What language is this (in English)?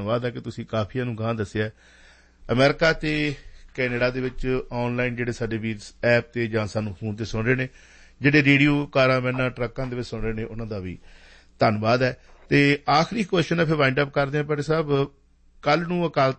Punjabi